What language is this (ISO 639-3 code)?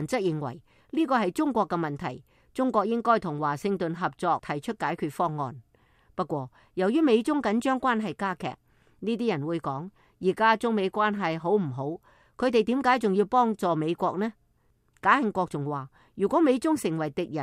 yue